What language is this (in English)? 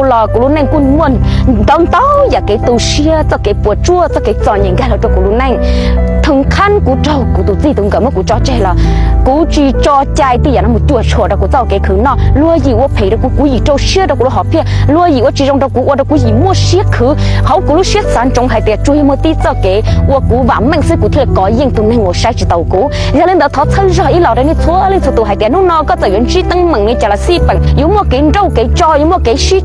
Hmong